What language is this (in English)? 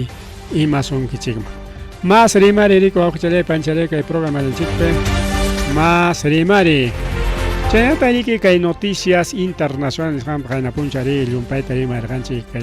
Ayacucho Quechua